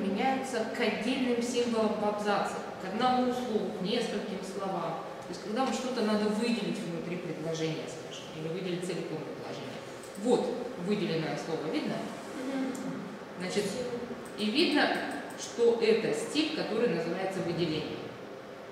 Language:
Russian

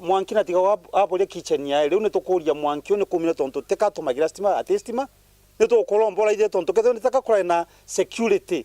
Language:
Meru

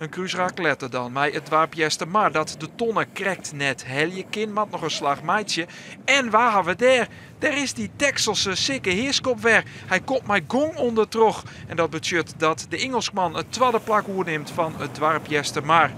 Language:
Western Frisian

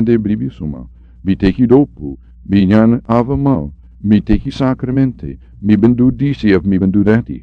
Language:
Sranan Tongo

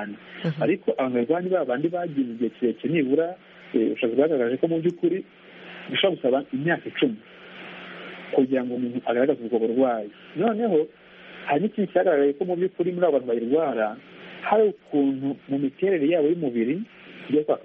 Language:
Kinyarwanda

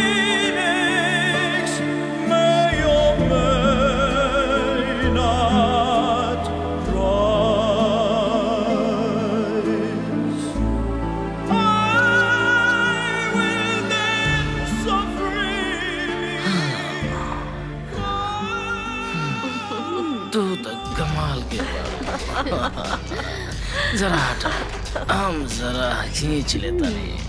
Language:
Bhojpuri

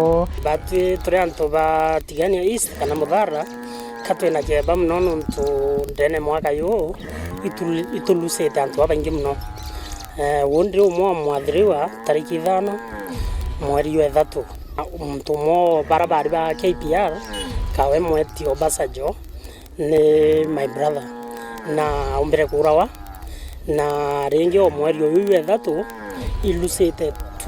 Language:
Meru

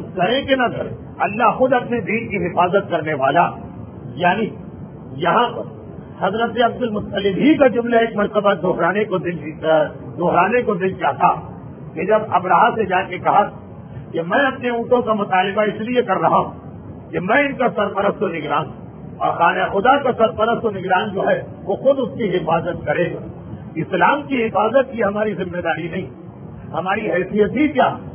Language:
Urdu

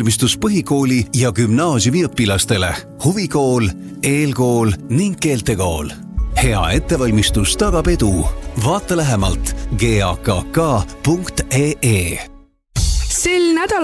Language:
Estonian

